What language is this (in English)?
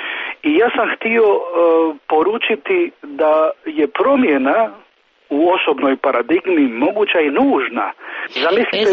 Serbian